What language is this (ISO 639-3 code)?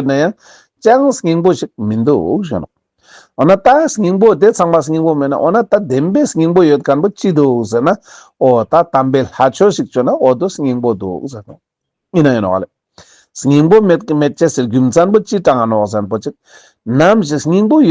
lbj